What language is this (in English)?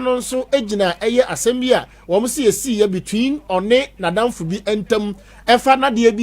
Akan